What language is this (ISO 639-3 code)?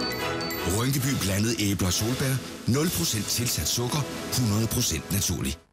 dan